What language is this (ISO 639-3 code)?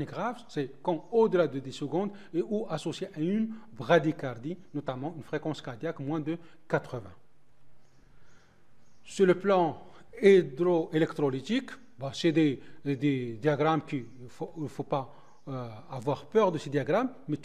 fra